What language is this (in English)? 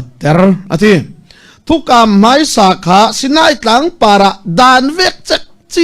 Falam Chin